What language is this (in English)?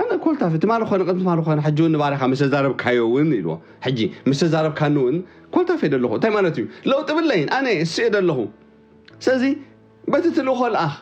Tigrinya